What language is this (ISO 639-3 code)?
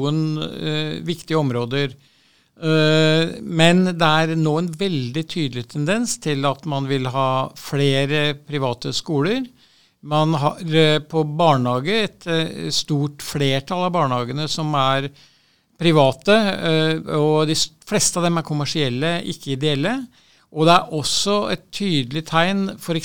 nor